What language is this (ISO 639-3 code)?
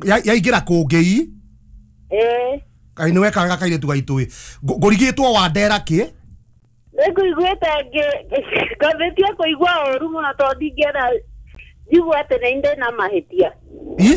kik